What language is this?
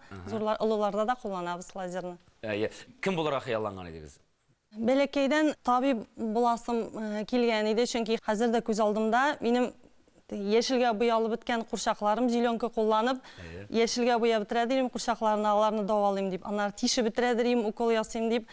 Tatar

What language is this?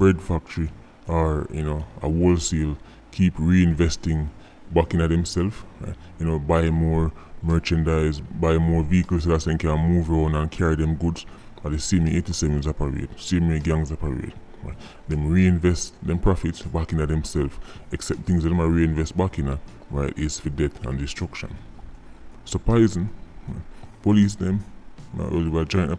Jamaican Creole English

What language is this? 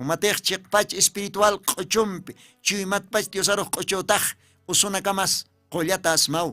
Aymara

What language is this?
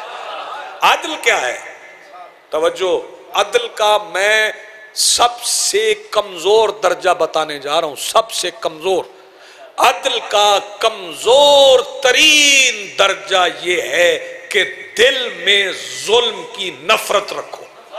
Urdu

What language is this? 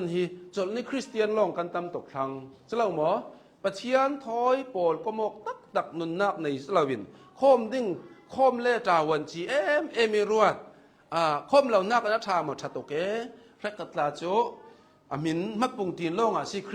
Hakha Chin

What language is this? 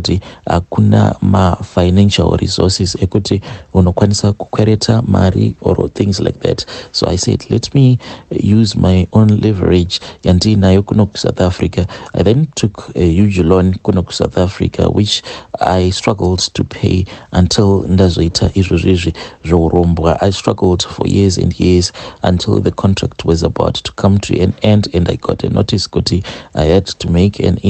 Shona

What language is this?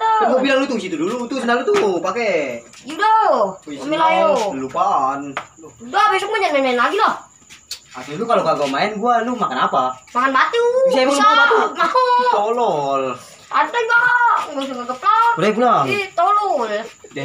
Betawi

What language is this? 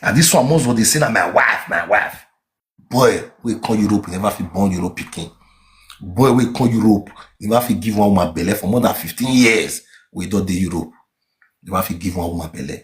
Nigerian Pidgin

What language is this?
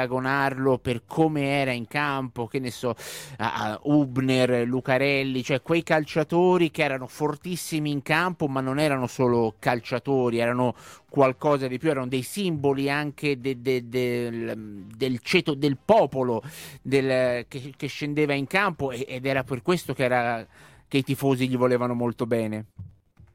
Italian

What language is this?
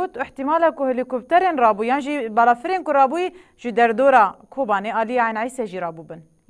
Kurdish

